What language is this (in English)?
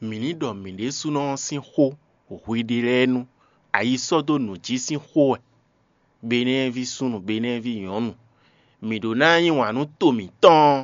Fon